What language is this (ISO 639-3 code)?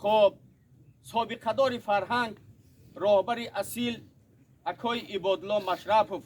tgk